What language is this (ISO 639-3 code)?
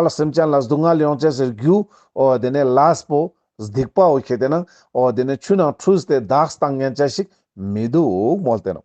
lbj